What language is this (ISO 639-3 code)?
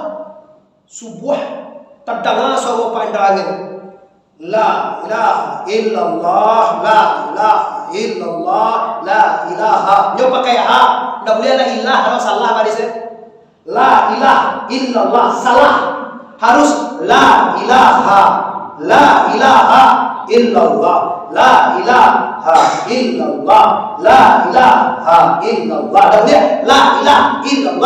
min